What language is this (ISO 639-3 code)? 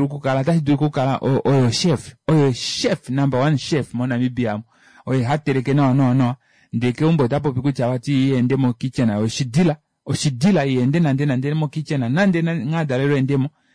kua